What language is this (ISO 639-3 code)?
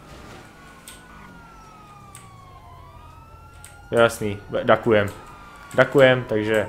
ces